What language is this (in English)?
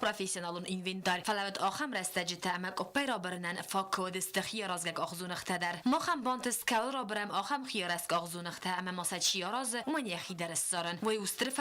Ossetic